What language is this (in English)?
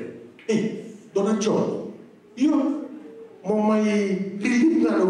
Fijian